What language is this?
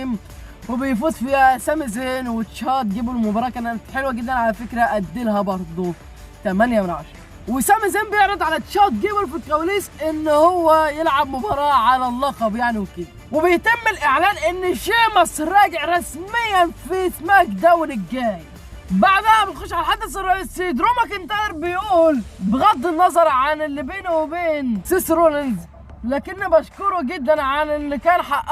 Egyptian Arabic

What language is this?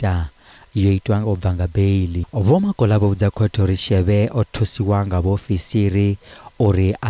Venda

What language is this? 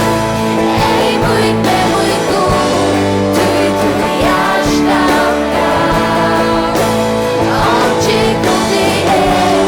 Faroese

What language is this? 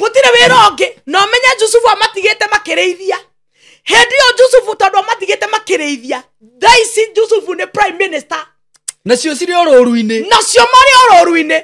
Kikuyu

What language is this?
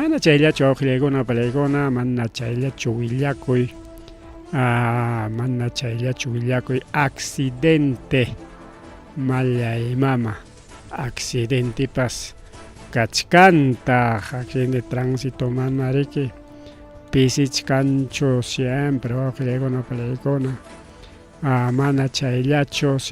Ayacucho Quechua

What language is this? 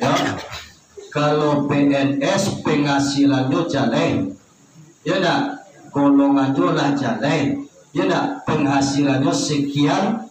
Minangkabau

